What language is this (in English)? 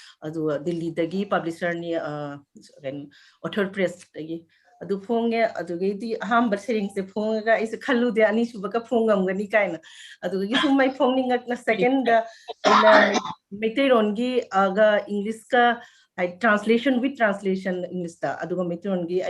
Manipuri